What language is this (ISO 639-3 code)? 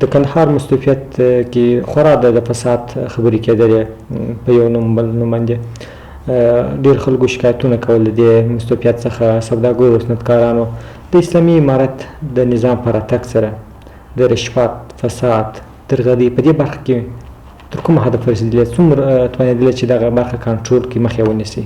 pus